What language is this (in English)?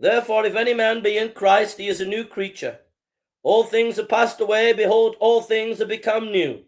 English